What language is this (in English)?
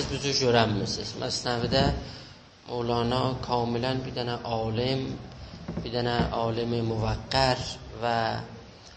South Azerbaijani